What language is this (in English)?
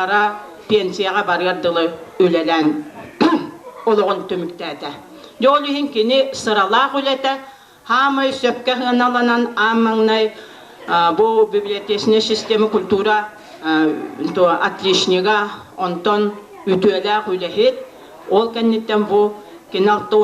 Yakut